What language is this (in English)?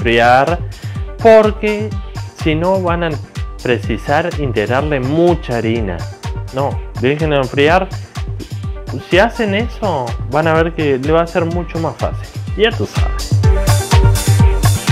Spanish